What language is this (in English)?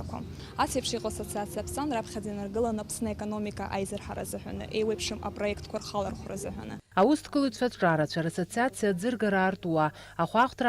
Abkhazian